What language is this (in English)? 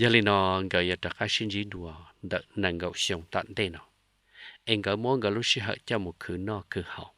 Hmong